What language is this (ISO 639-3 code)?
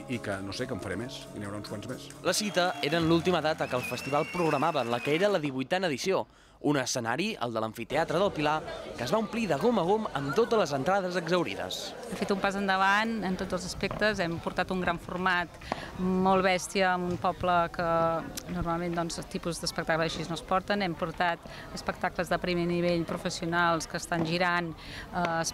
cat